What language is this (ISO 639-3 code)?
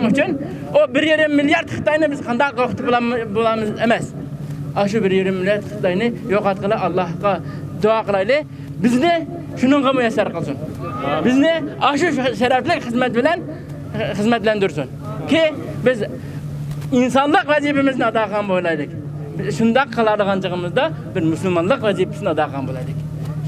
uig